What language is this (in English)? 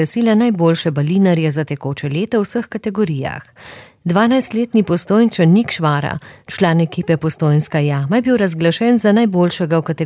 Slovenian